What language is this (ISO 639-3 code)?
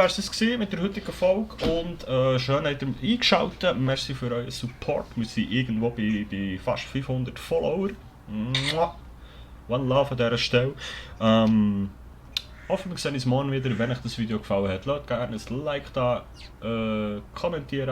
gsw